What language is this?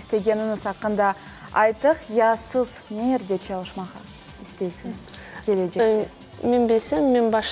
Crimean Tatar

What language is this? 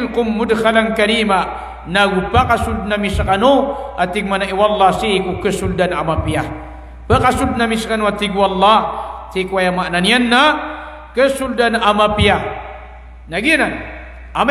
Maranao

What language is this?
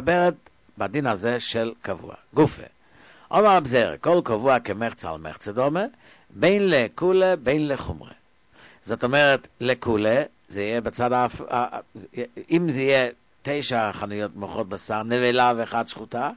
Hebrew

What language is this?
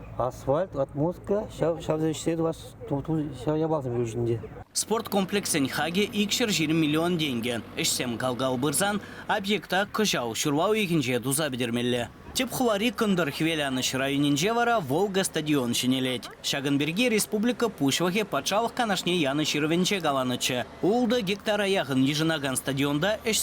Chuvash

